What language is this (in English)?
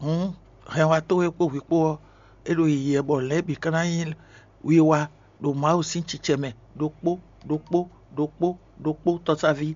Fon